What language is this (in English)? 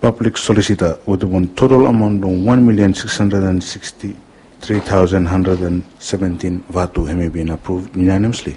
Bislama